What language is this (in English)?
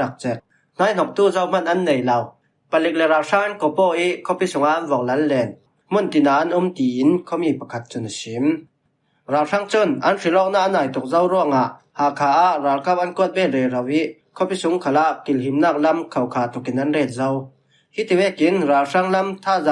Falam Chin